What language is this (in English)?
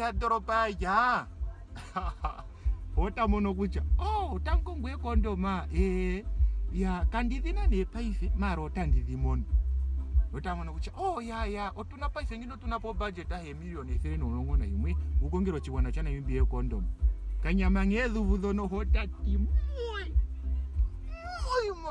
Ndonga